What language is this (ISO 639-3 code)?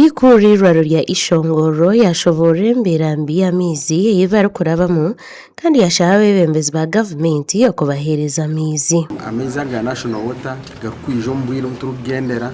nyn